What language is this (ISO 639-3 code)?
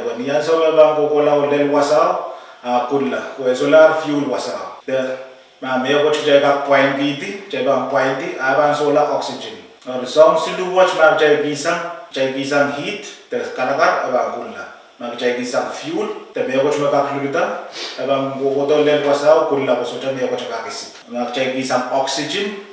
pon